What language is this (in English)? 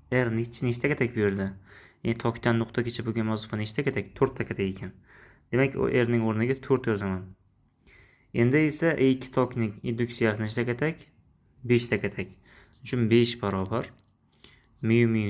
Uzbek